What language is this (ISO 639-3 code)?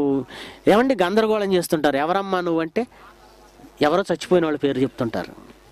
tel